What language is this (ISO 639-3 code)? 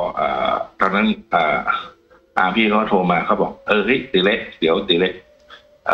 tha